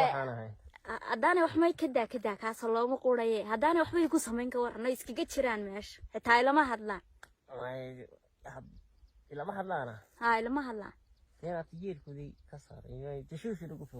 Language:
Somali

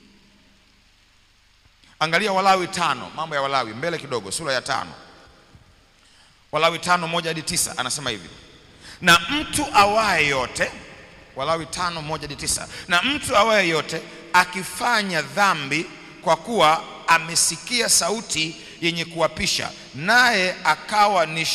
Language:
Swahili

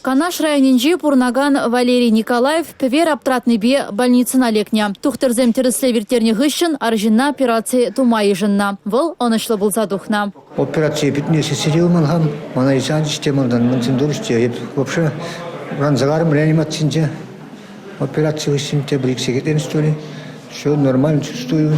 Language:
Chuvash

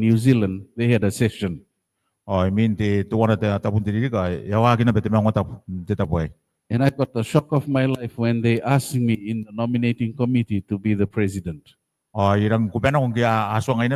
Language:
Gilbertese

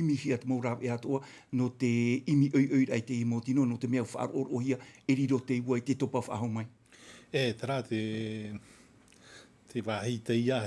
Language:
Tahitian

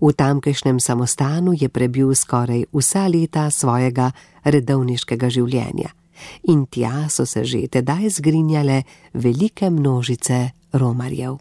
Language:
Slovenian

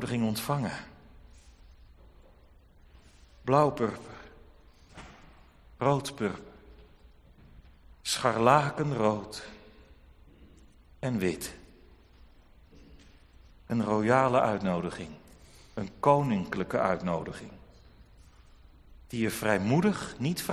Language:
Dutch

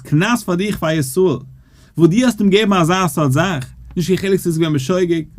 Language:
Yiddish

